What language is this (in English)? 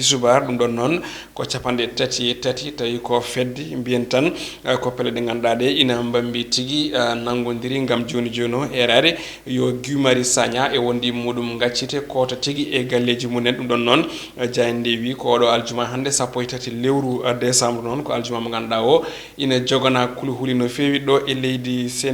Fula